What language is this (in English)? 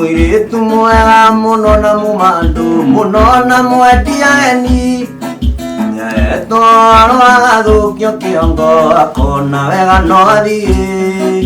Kikuyu